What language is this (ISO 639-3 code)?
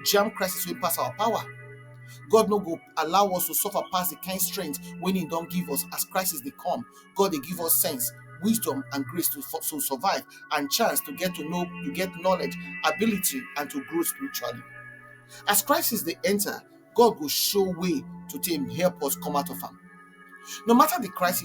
pcm